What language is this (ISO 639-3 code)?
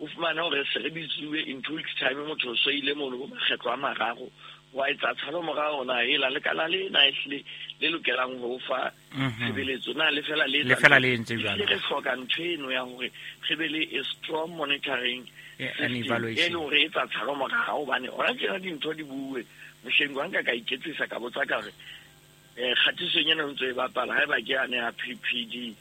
sot